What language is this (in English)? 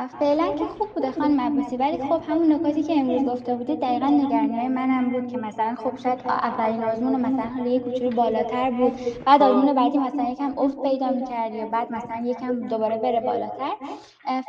Persian